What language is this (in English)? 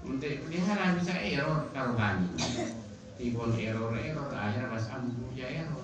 Madurese